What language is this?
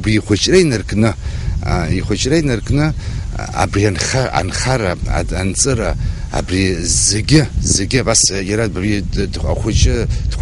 Abkhazian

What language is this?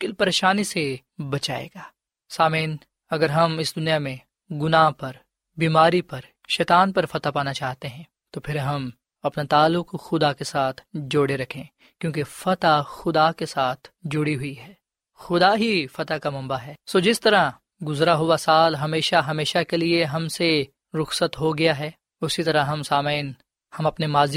Urdu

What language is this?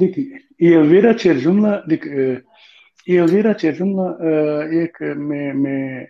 Balkan Romani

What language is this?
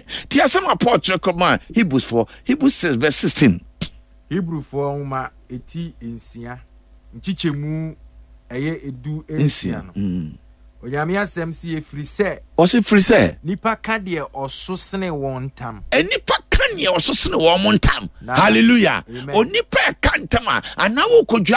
Akan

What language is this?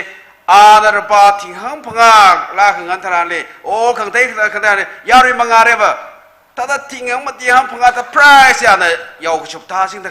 Tangkhul Naga (India)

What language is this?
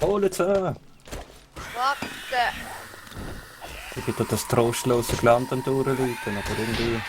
Swiss German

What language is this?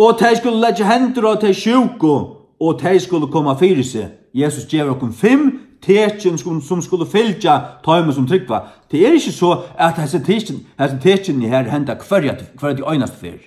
Faroese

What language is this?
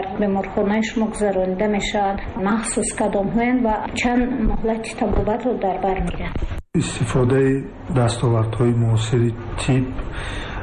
Tajik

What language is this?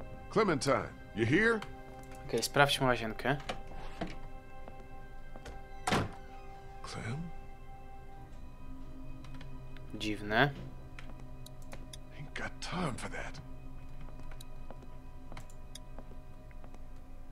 Polish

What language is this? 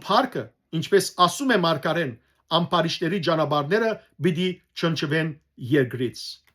Western Armenian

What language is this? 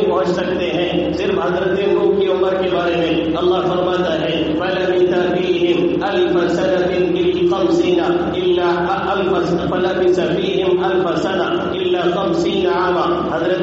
Urdu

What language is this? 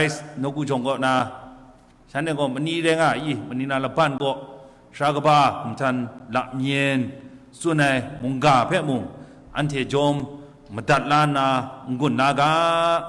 Kachin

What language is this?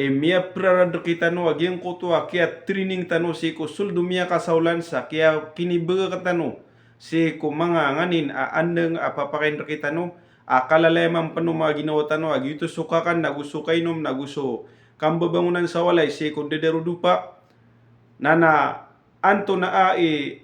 Maranao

